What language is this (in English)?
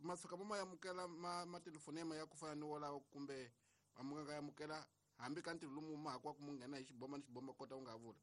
Tsonga